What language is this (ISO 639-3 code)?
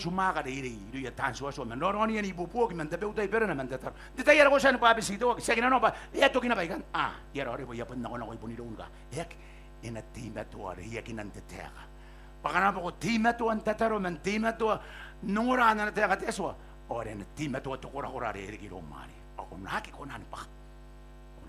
gil